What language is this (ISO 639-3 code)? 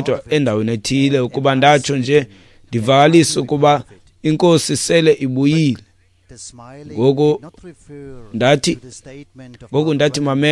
xho